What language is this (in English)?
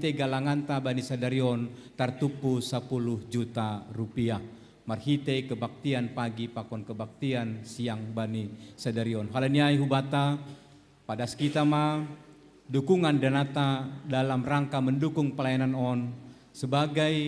Batak Simalungun